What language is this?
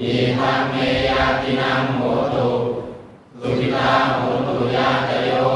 Pali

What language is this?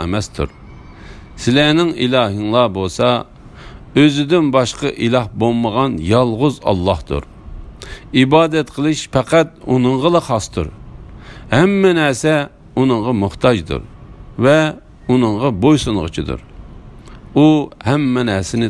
Uyghur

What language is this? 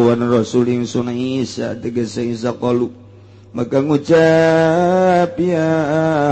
Sundanese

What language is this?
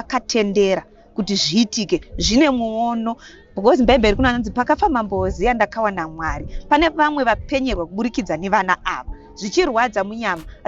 Shona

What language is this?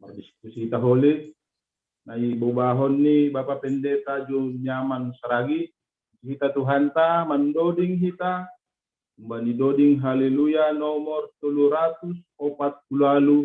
Batak Simalungun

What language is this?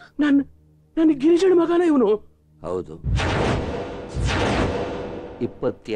Kannada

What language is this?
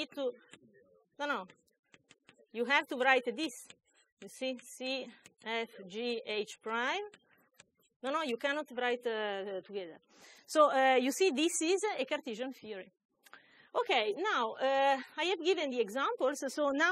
English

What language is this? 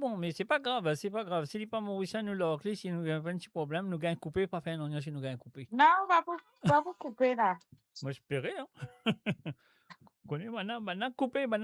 Morisyen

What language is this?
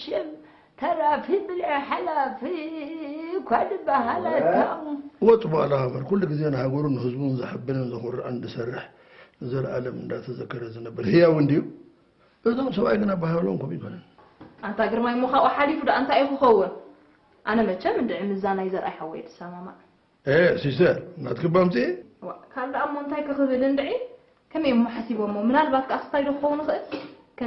Tigrinya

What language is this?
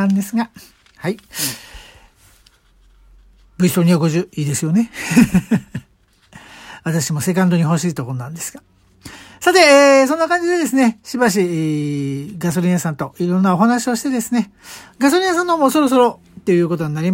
Japanese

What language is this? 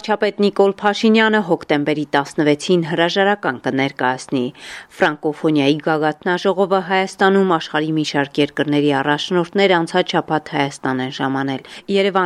Armenian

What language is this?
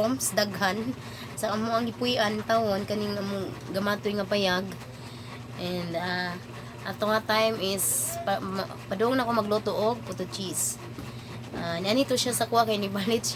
Cebuano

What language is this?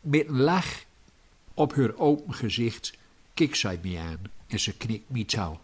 Gronings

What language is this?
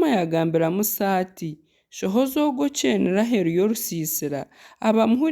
Nyankole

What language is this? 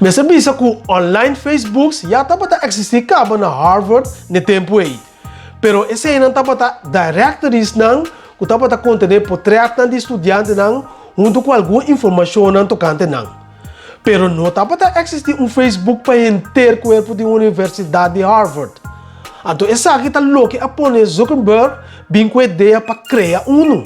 Papiamento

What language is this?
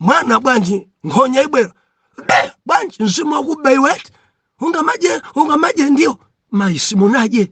Nyanja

